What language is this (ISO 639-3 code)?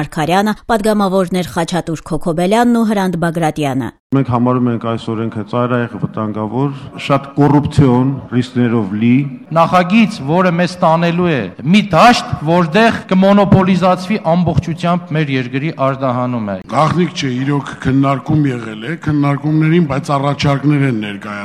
hye